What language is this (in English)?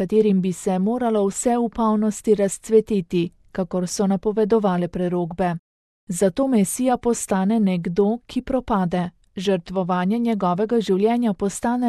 Slovenian